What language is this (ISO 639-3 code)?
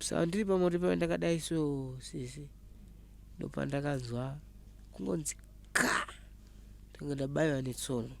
sna